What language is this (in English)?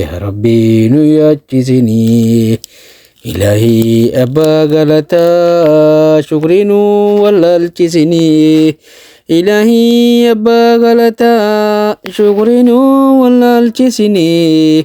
Oromo